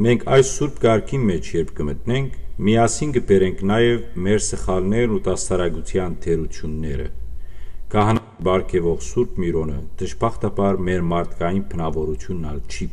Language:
Western Armenian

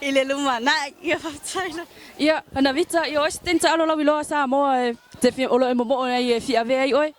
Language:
Samoan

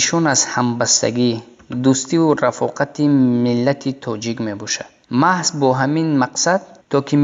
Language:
Tajik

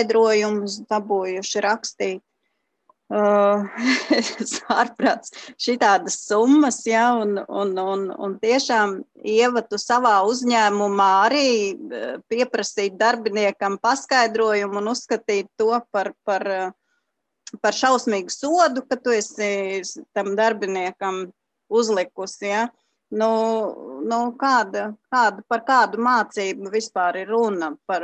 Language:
Latvian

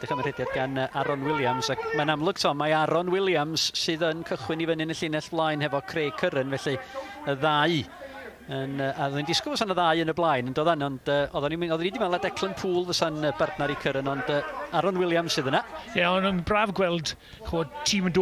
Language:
Welsh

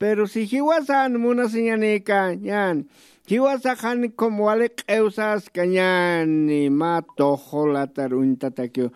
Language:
Aymara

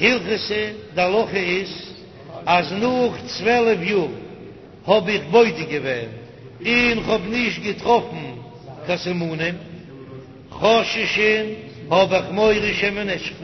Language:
Yiddish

